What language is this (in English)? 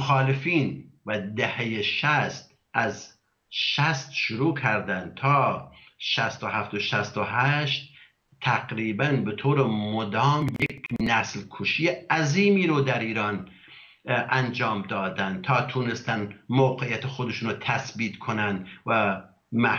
Persian